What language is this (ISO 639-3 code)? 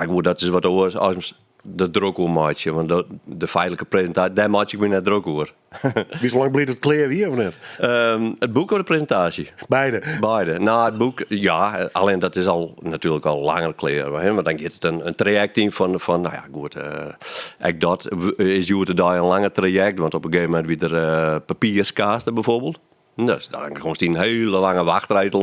fry